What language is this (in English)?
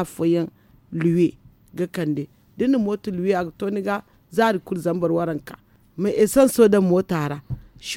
Zarma